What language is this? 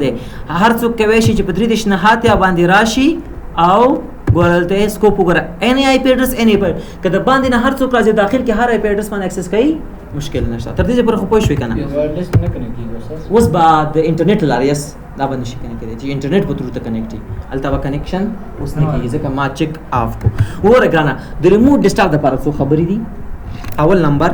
Pashto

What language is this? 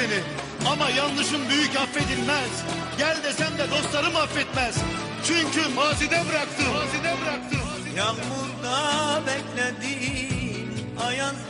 Turkish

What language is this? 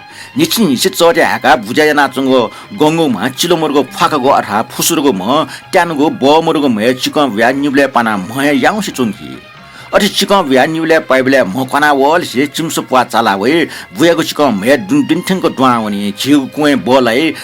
Newari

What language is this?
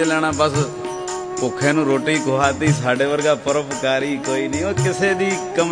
Punjabi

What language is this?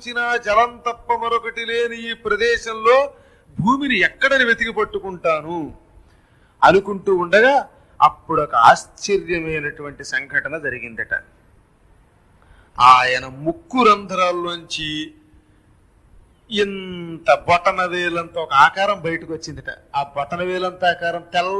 Telugu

